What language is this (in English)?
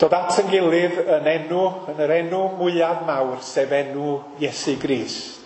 Welsh